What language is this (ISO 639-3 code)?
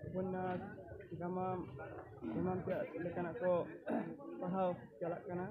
sat